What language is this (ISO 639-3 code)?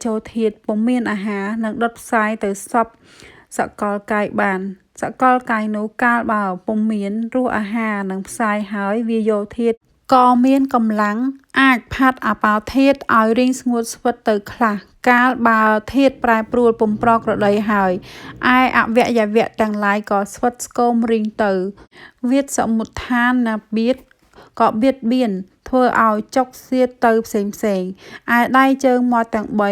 khm